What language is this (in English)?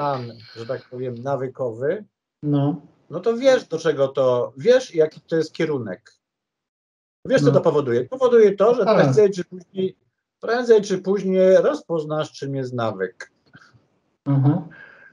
Polish